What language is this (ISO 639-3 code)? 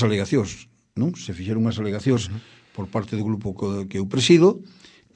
glg